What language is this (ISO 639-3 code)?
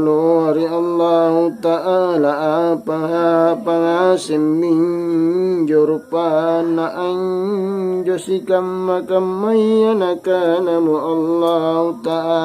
mak